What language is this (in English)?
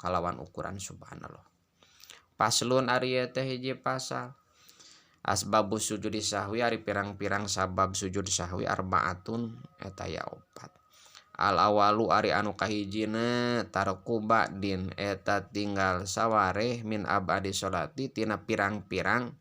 Sundanese